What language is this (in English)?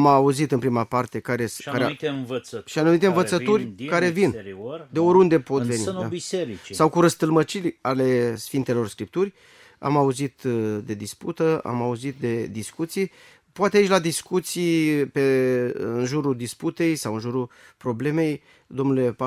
Romanian